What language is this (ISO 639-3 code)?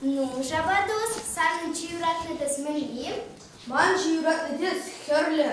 chv